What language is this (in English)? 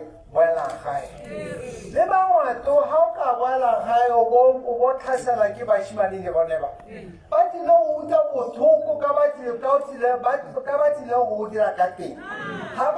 Tswana